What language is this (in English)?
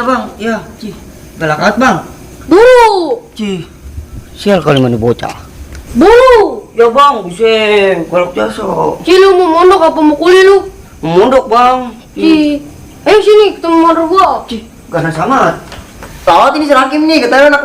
Betawi